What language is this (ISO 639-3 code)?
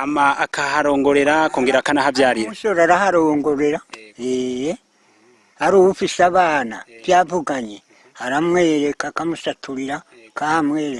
run